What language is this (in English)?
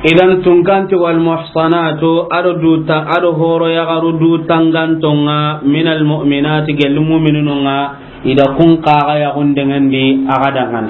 Soninke